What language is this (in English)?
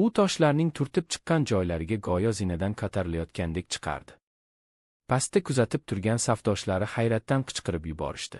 Uzbek